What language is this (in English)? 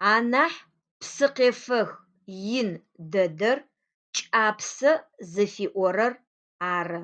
Adyghe